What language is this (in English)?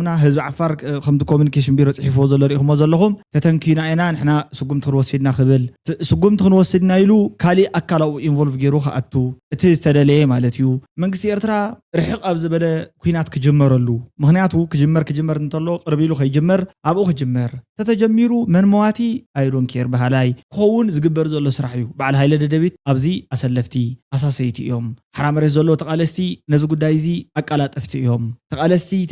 Tigrinya